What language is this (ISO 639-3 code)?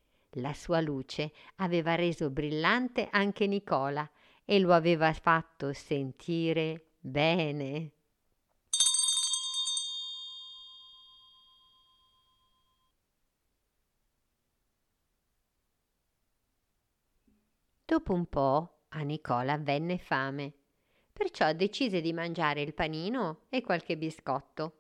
ita